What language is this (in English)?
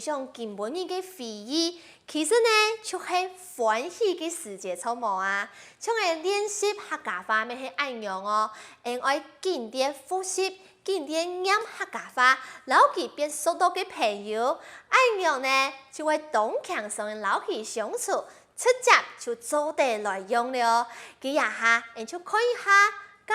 Hakka Chinese